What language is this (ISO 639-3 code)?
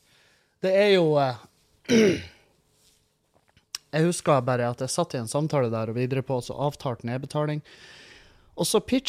nor